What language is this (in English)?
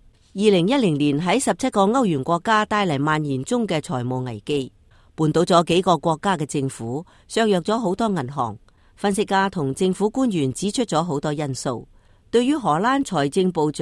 Cantonese